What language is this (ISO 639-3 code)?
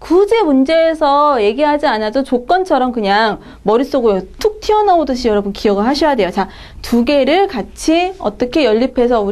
kor